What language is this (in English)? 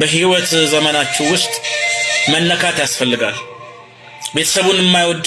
Amharic